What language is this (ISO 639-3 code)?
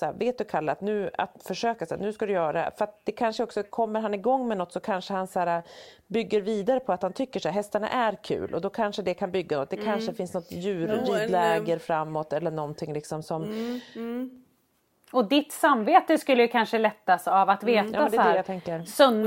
swe